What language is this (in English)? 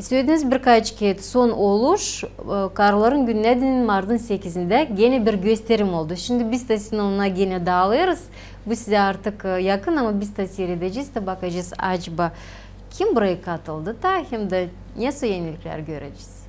Gagauz